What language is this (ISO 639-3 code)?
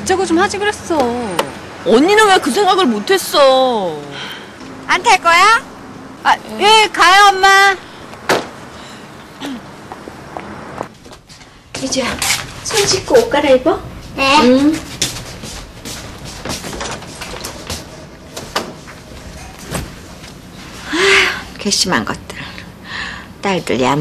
kor